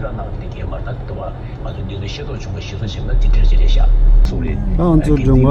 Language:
Tibetan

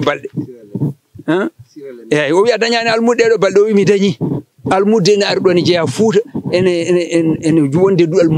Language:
Fula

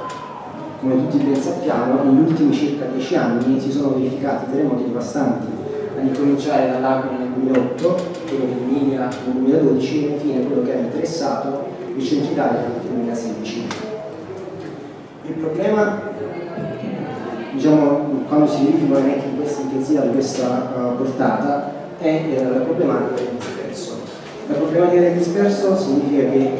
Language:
Italian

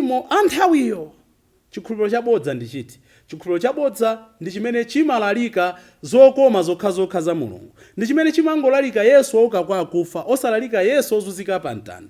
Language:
Nyanja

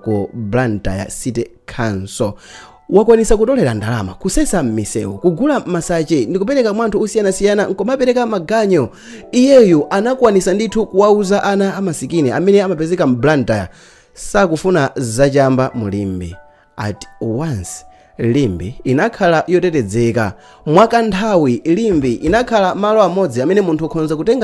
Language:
Nyanja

